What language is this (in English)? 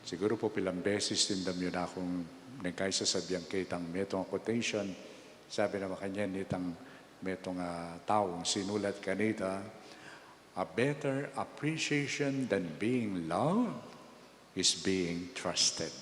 Pampanga